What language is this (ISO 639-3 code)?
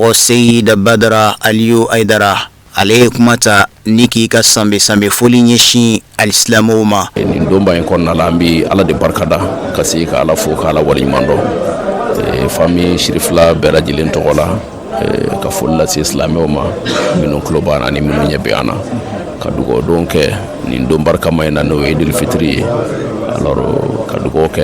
bam